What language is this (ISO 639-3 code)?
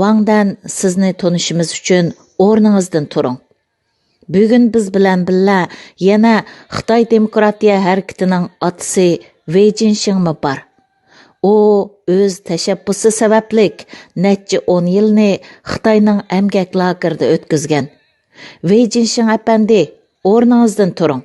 uig